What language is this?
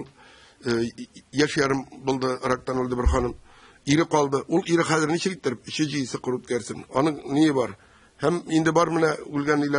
Tatar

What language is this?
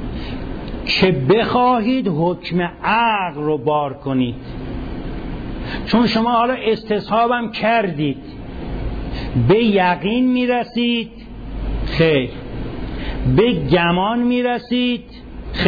Persian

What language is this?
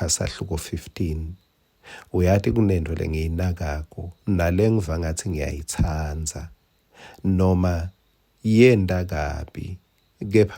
Swati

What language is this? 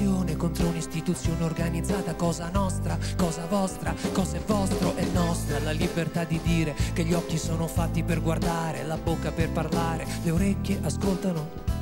Italian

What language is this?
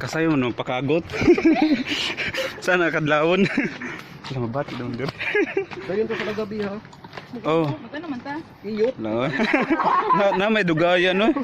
Cebuano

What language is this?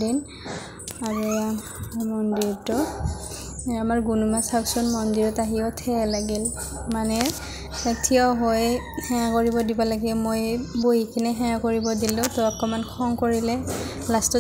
Assamese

